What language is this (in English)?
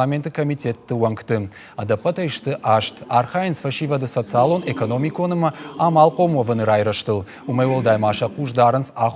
Ossetic